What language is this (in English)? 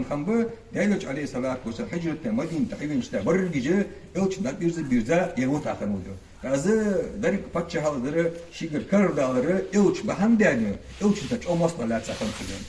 Ingush